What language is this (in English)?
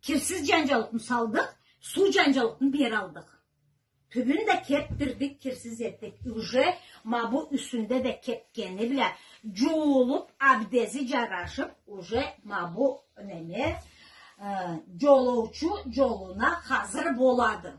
Karachay-Balkar